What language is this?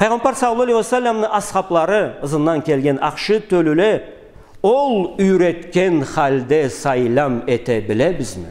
Karachay-Balkar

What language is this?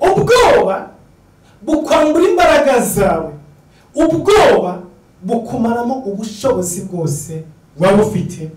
Kinyarwanda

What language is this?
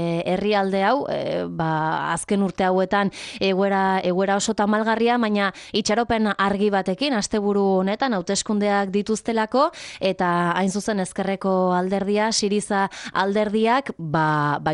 Basque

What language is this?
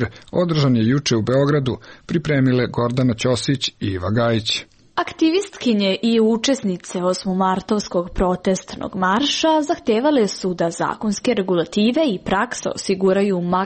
Serbian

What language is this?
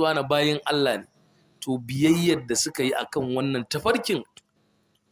Hausa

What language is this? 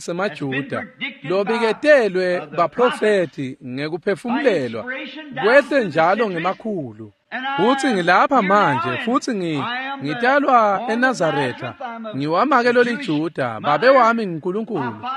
Swati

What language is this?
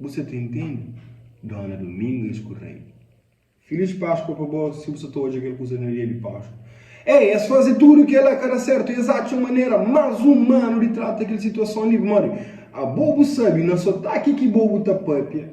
Kabuverdianu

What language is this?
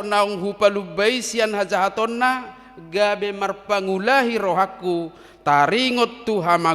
Batak Toba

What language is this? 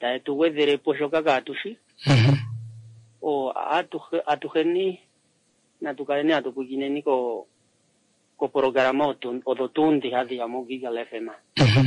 Kuanyama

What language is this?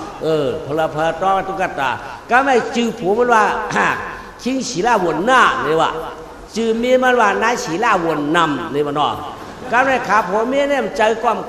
Shan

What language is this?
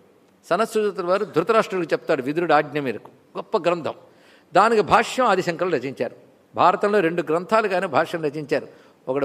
Telugu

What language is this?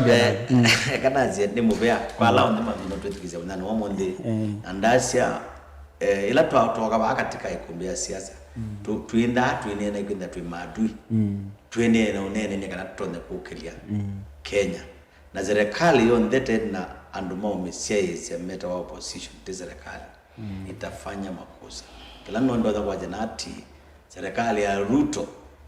Kamba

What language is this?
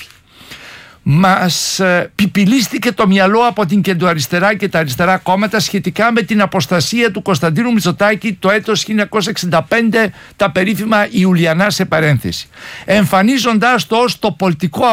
Greek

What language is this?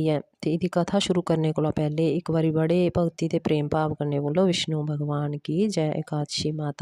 Dogri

